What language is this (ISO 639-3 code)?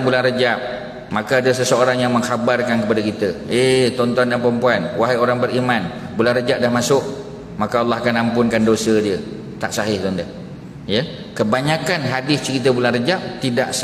msa